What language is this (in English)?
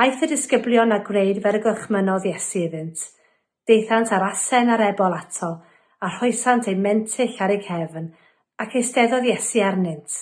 Welsh